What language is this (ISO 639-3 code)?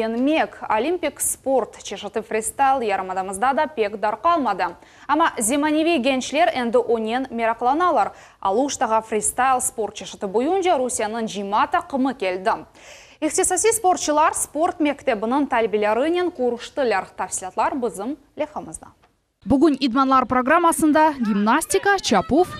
crh